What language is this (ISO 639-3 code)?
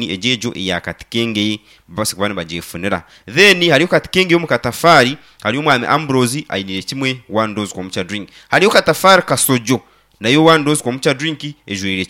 nyn